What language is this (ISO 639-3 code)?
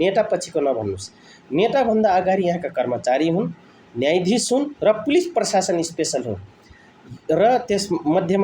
nep